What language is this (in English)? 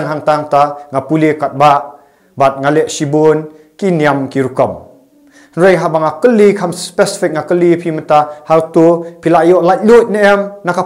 Khasi